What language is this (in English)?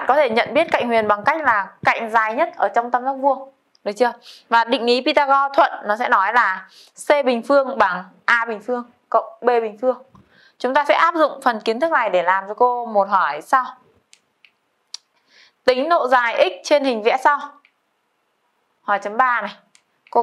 Vietnamese